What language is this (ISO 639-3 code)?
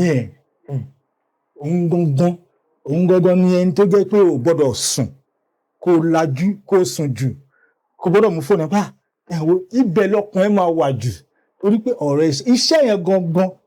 yor